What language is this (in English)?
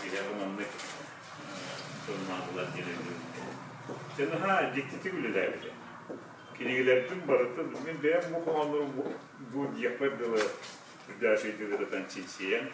Yakut